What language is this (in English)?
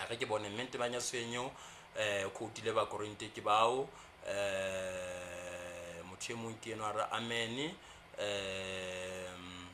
Southern Sotho